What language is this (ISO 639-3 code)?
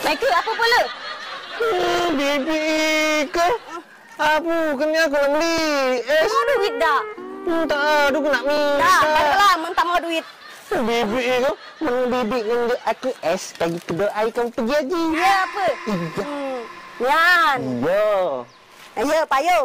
mui